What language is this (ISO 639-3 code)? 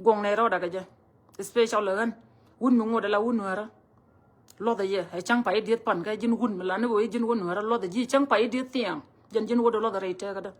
nus